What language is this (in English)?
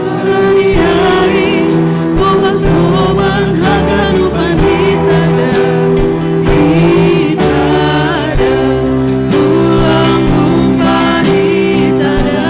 Batak Simalungun